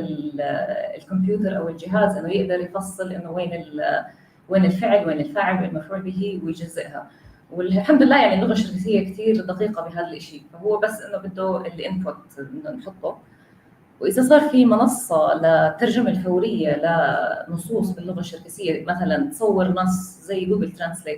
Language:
North Levantine Arabic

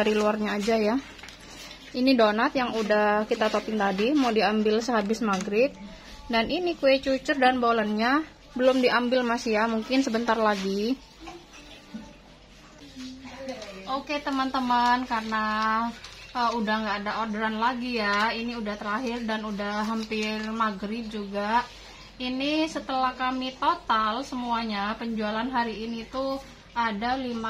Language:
Indonesian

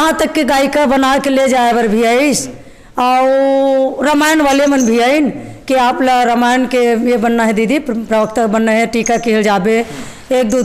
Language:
Chhattisgarhi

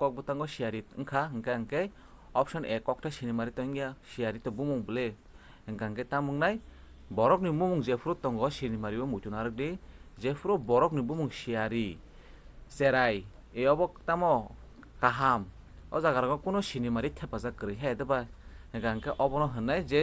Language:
Kok Borok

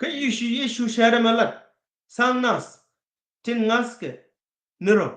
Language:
Nuer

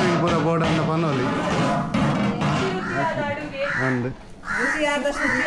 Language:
Tulu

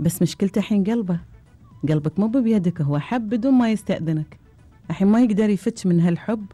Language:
Gulf Arabic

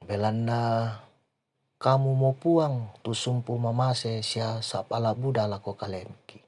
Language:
Toraja-Sa'dan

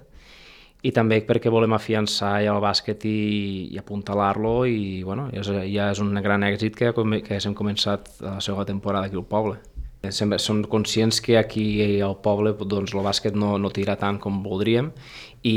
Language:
Catalan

